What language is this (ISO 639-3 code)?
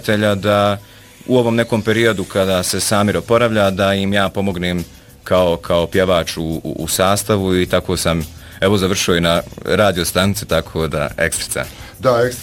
bos